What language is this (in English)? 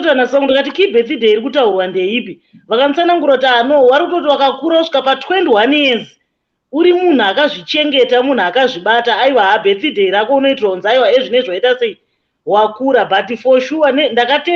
Shona